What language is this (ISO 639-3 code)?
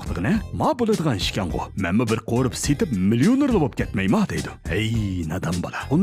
uig